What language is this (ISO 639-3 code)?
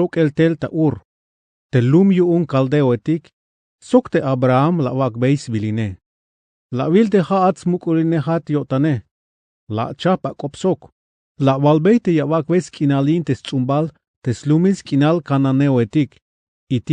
tzh